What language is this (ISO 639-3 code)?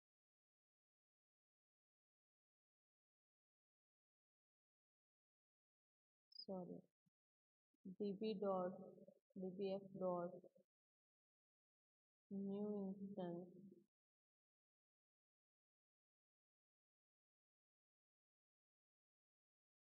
guj